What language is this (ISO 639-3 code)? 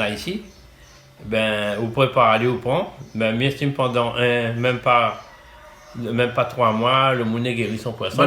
rcf